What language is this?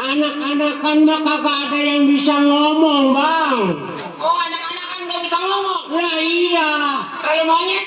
Betawi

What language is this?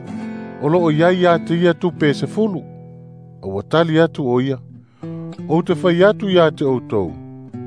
Samoan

